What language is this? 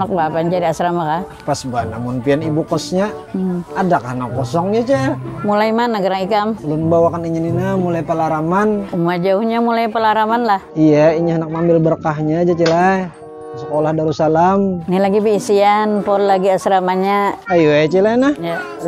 Banjar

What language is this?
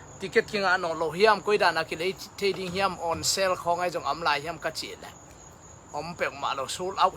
Tedim Chin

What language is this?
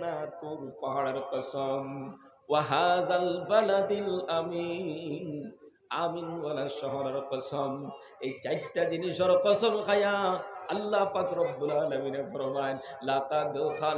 Sylheti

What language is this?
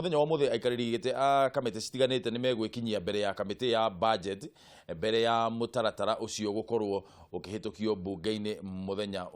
Kikuyu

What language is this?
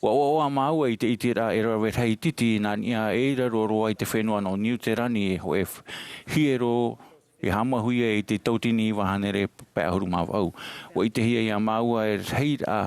Tahitian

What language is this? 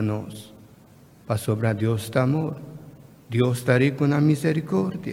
Papiamento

